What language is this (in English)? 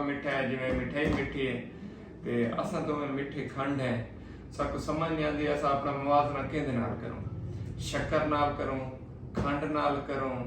Saraiki